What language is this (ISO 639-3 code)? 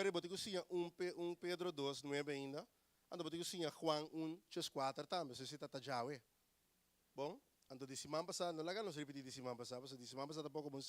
pap